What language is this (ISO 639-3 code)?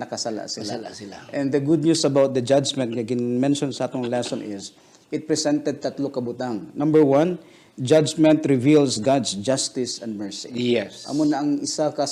hil